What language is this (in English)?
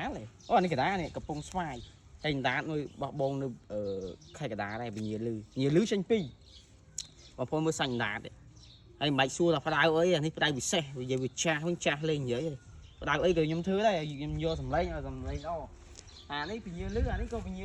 Khmer